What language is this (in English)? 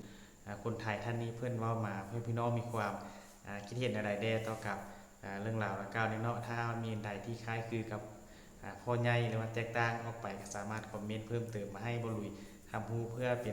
Northeastern Thai